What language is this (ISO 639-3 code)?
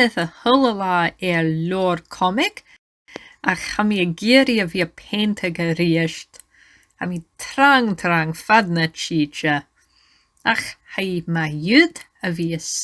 gla